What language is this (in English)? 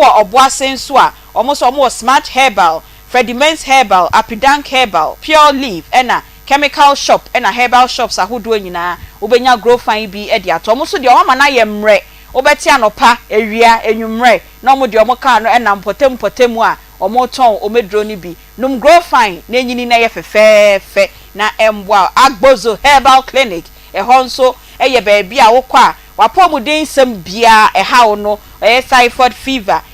Akan